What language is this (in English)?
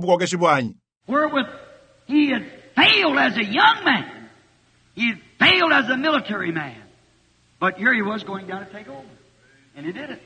Luba-Lulua